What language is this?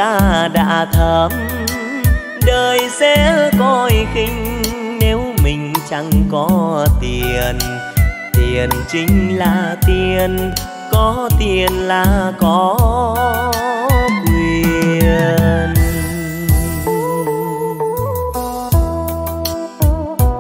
Vietnamese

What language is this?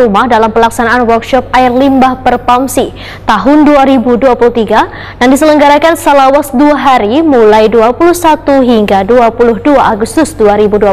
Banjar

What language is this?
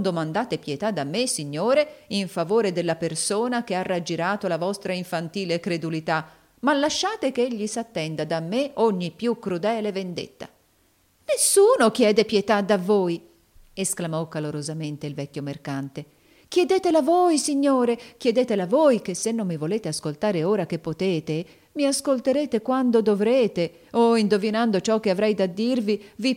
Italian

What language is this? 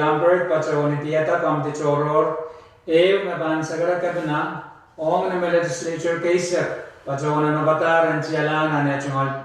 Pohnpeian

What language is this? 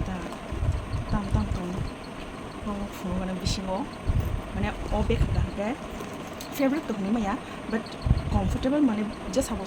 Kok Borok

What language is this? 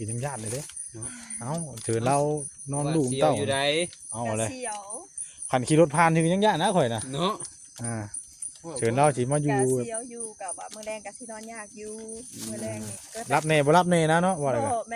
Northeastern Thai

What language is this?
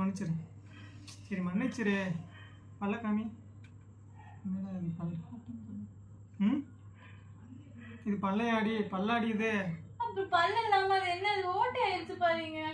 Tamil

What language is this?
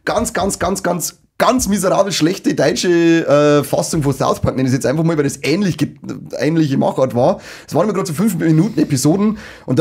Bavarian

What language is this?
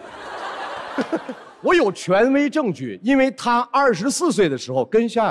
Chinese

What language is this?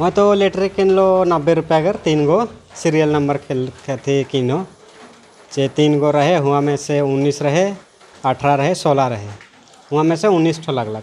Sadri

